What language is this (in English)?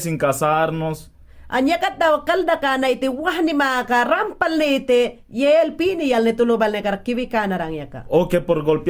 Mayangna